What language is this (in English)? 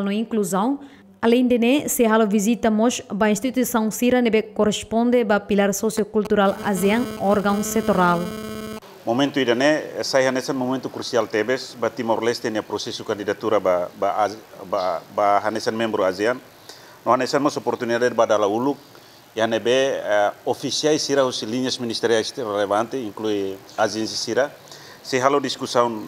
Tetum